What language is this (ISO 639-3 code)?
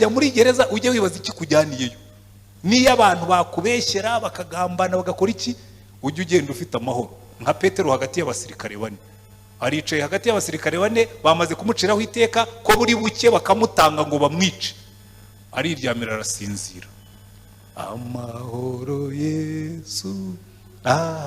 kin